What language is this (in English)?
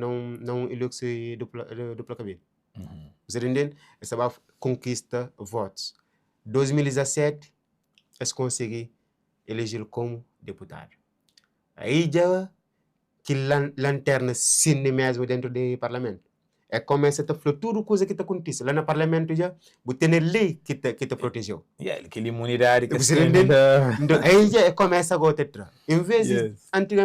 Kabuverdianu